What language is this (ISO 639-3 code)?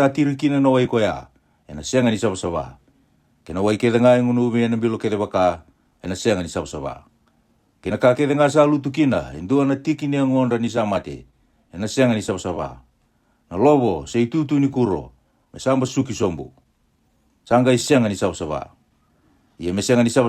fij